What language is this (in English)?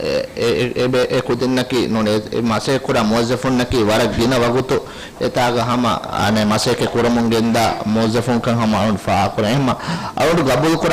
Divehi